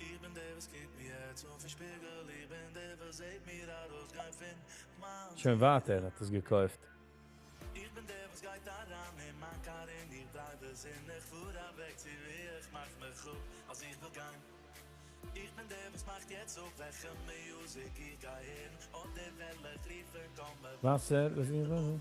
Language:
Yiddish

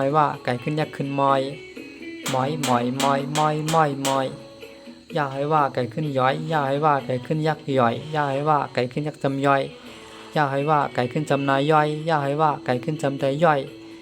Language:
Shan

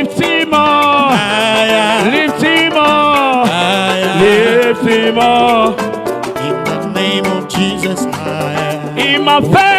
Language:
Ewe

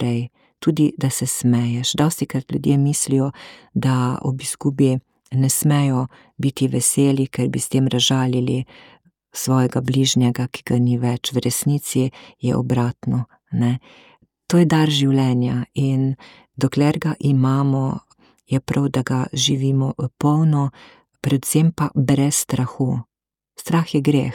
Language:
Slovenian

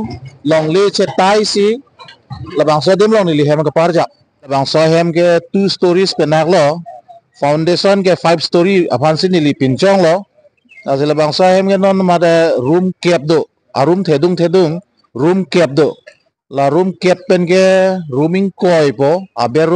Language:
Karbi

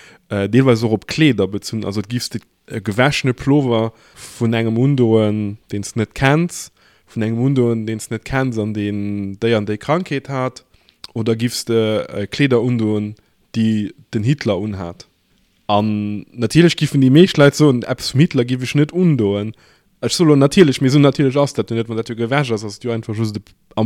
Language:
Luxembourgish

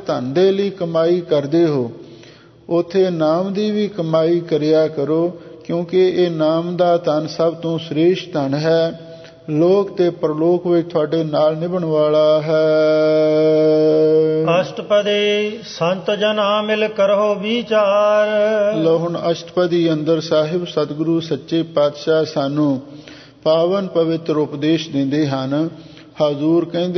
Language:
Punjabi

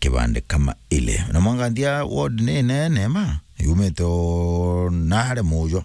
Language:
Meru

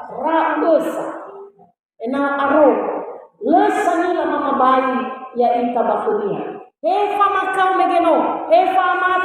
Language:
Nias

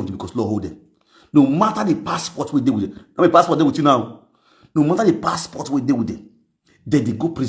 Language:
Nigerian Pidgin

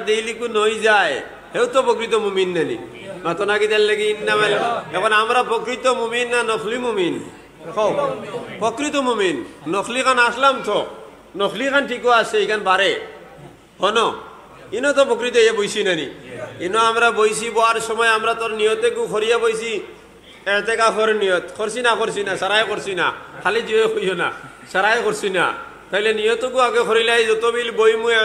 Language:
Sylheti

